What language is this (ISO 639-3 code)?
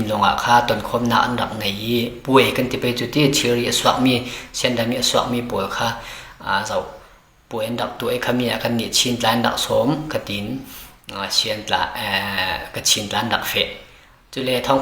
cfm